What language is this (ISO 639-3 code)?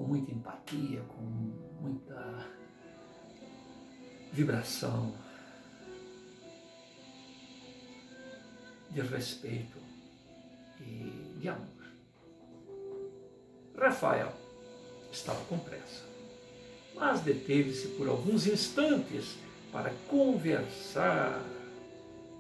por